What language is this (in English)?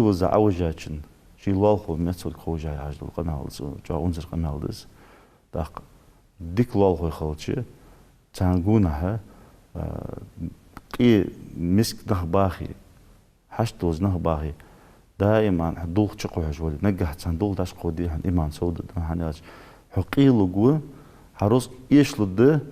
Ingush